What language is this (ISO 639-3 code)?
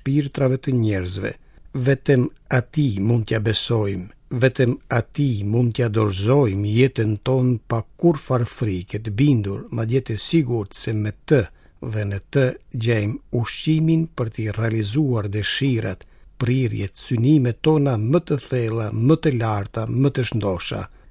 sqi